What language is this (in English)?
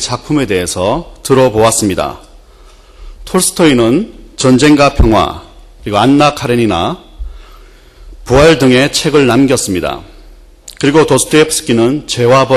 Korean